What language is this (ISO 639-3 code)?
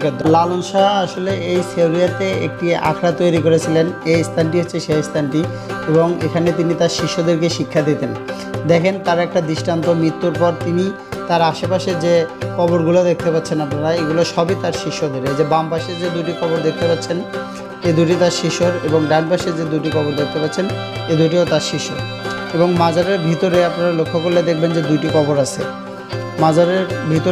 ben